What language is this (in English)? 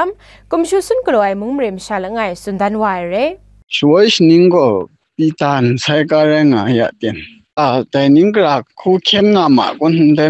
Kachin